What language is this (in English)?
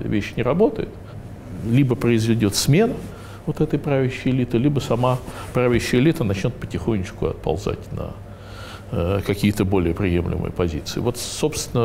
Russian